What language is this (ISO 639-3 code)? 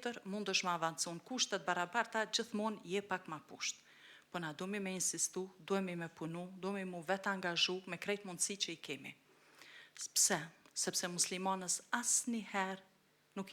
sqi